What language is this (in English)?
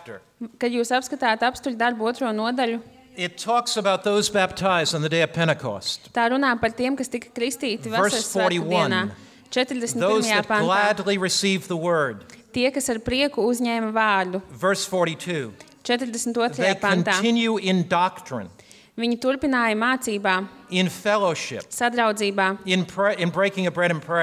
Latvian